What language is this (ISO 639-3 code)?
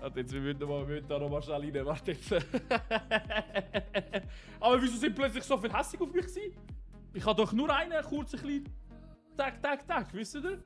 gsw